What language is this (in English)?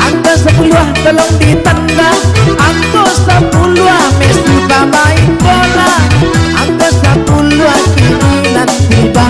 Minangkabau